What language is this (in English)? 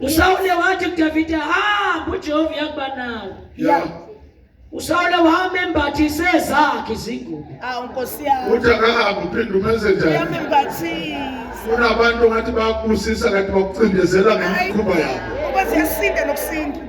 Zulu